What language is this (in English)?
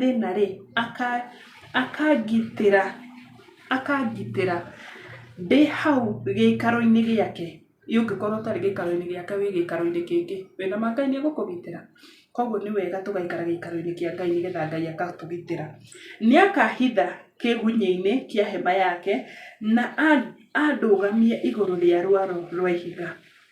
Kikuyu